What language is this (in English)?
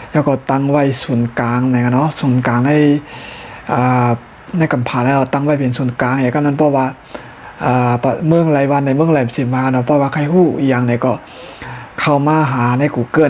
Shan